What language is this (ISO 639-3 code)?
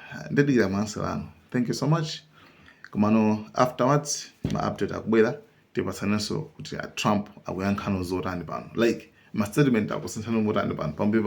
nya